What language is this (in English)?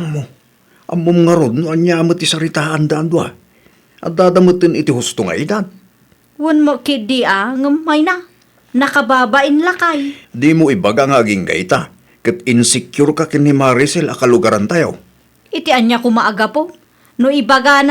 Iloko